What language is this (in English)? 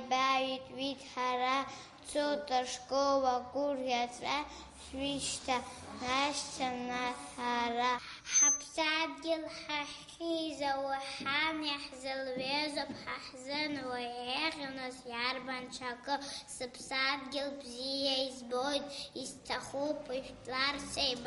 Abkhazian